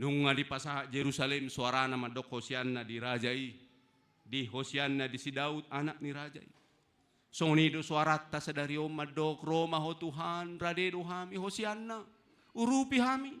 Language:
Batak Toba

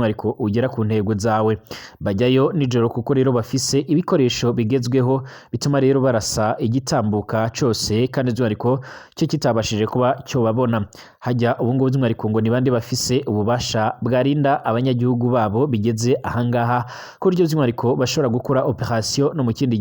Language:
Rundi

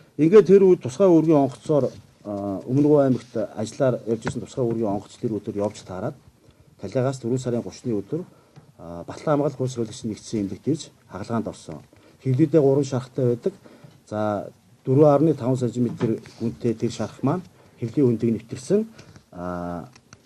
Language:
Mongolian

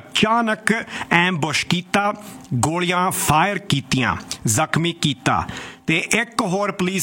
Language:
Punjabi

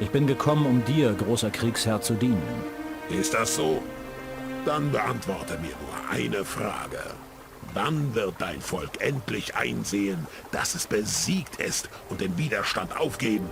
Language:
Bavarian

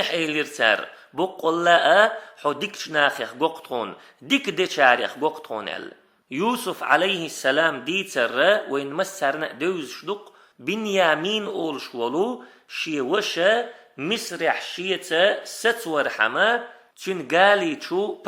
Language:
Chechen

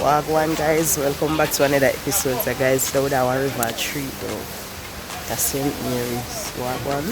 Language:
Jamaican Creole English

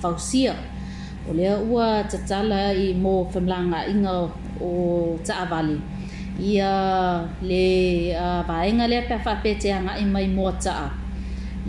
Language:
Samoan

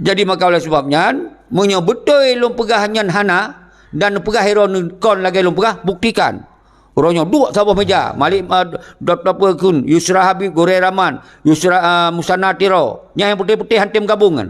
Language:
Achinese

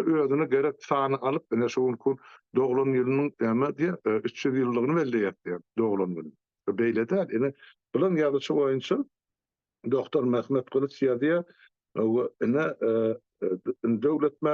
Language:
Turkmen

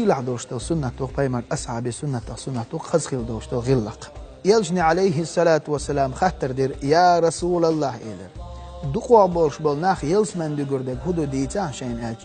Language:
Chechen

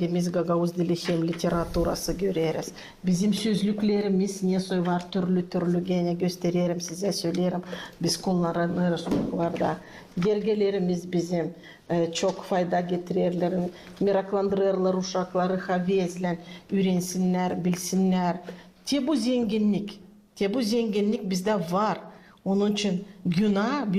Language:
Gagauz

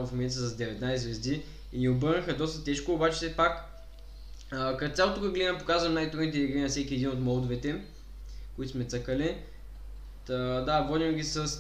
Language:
Bulgarian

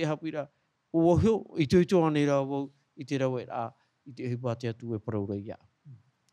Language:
Tahitian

